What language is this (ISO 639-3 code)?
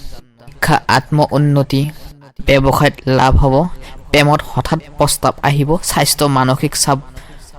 asm